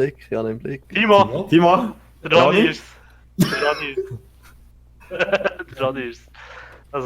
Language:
Swiss German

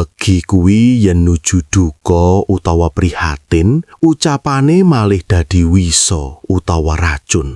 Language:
Javanese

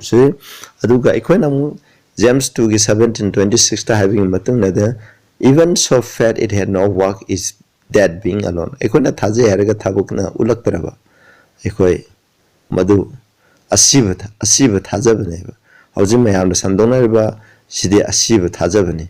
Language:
Manipuri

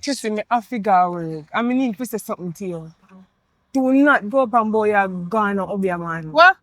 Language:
Jamaican Creole English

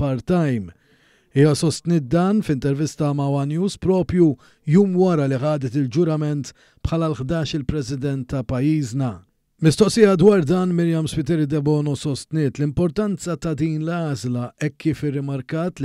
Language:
Maltese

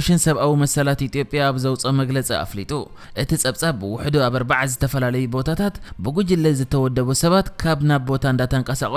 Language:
Tigrinya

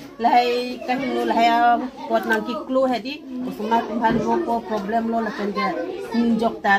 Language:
Karbi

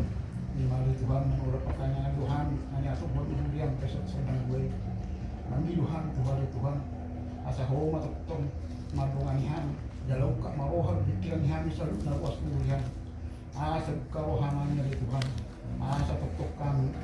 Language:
Batak Toba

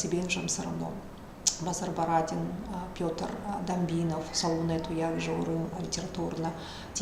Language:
Buriat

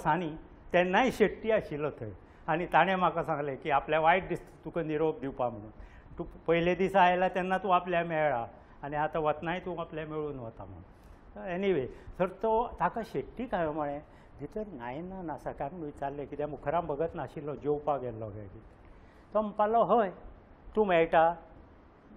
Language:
Konkani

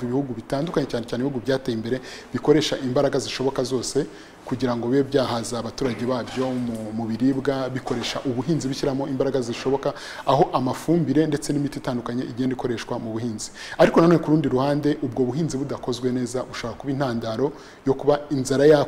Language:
Kinyarwanda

